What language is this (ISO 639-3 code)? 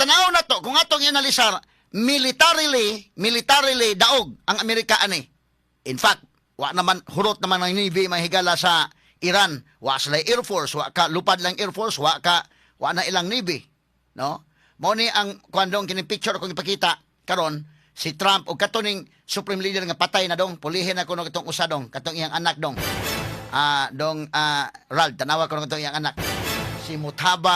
ceb